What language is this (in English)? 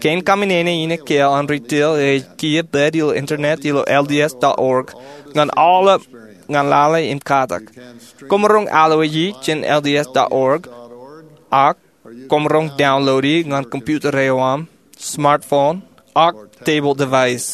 Marshallese